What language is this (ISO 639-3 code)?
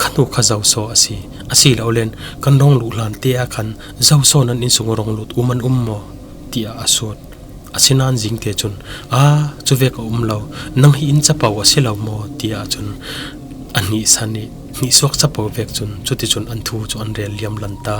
cfm